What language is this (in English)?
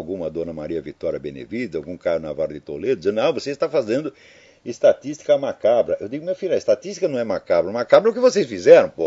Portuguese